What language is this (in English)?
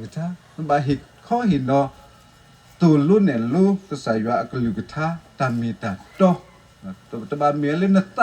S'gaw Karen